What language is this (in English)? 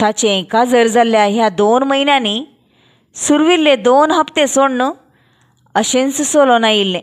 Konkani